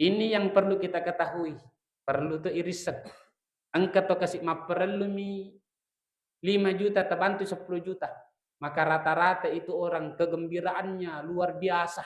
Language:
Buginese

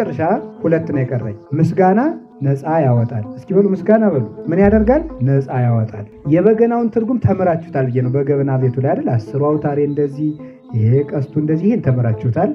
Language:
Amharic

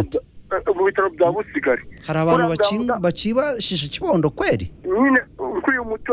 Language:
Kinyarwanda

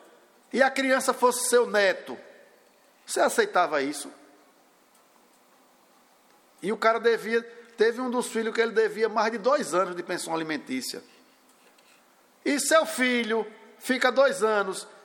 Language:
Portuguese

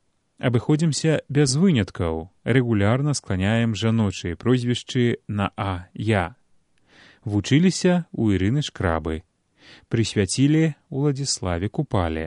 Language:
Belarusian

